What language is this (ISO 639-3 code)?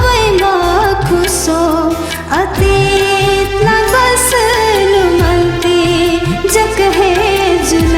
new